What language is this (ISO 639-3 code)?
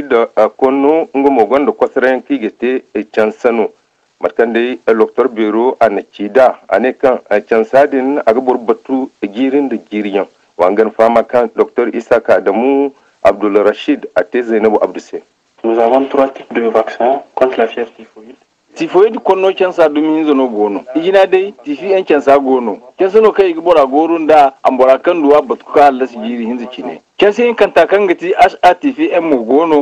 dje